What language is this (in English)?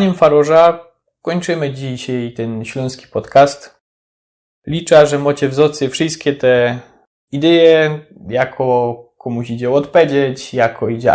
Silesian